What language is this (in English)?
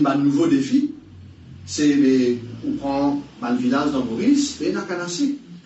Morisyen